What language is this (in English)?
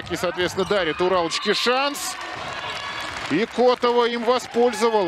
Russian